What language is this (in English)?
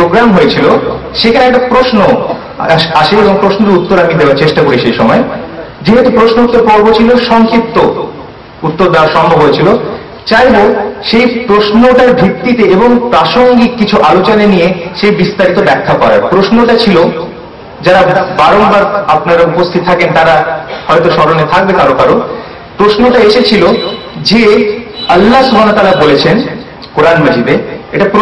Bangla